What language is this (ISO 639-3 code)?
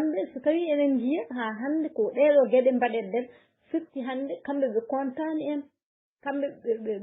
ful